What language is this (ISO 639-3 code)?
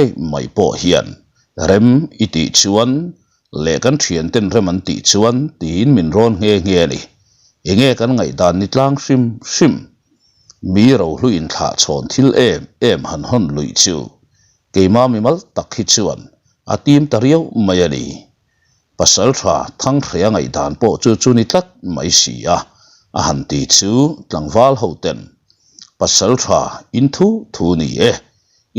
lus